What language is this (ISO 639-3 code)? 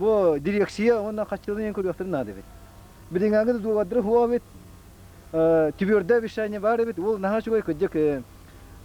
sah